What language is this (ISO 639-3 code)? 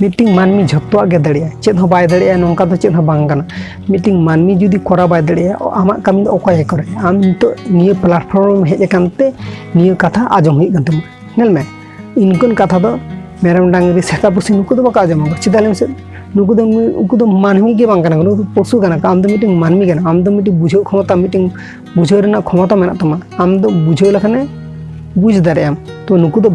sat